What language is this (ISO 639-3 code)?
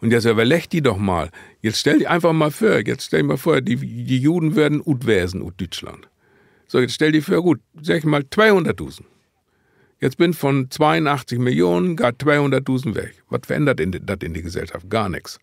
nds